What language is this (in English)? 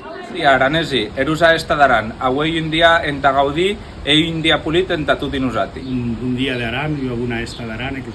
Occitan